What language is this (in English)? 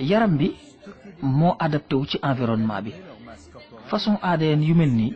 Wolof